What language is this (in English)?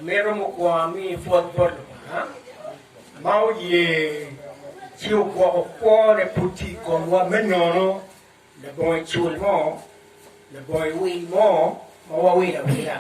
Acoli